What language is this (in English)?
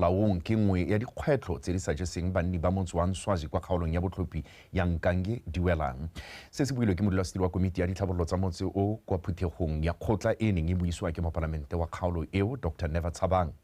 Tswana